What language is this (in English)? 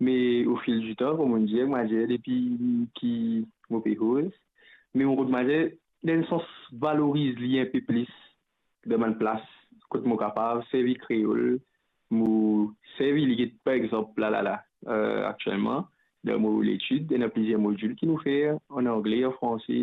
Morisyen